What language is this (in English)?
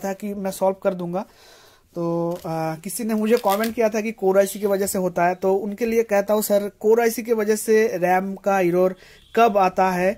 Hindi